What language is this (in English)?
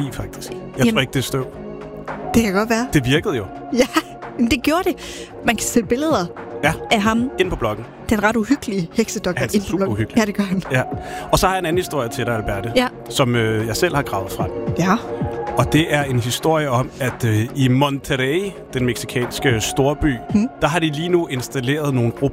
Danish